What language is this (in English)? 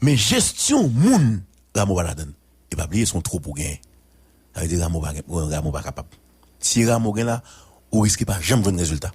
Haitian Creole